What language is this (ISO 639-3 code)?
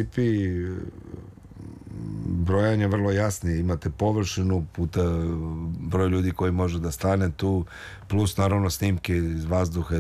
srp